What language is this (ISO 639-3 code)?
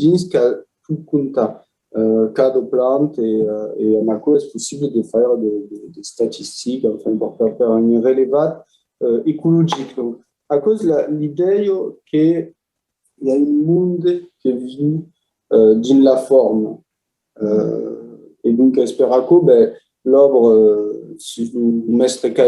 oci